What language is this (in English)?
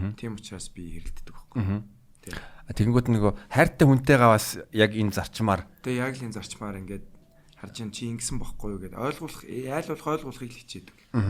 Mongolian